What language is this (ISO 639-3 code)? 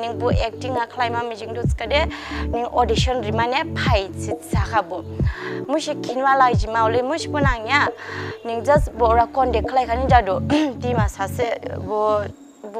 dis